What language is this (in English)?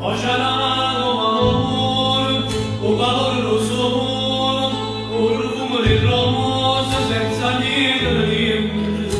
Neapolitan